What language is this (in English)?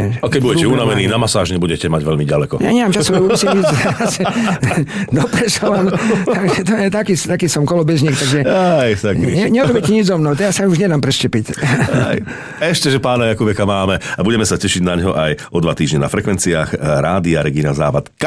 Slovak